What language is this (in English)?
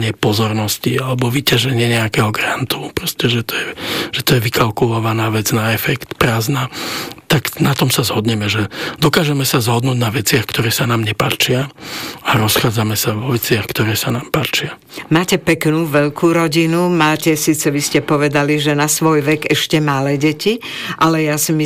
Slovak